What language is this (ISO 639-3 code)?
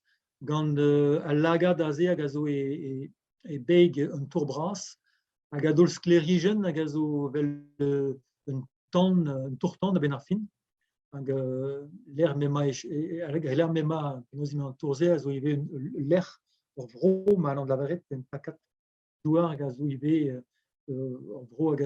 bre